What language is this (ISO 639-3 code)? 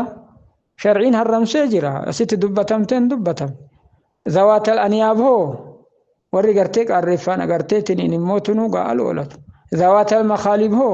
orm